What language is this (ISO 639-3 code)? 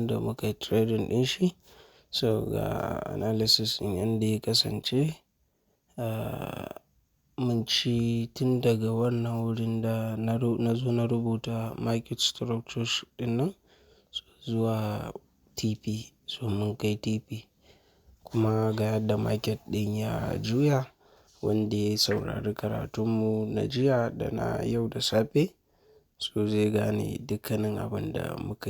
hau